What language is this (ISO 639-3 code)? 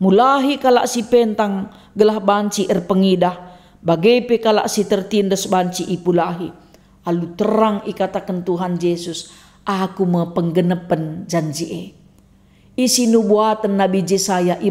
btx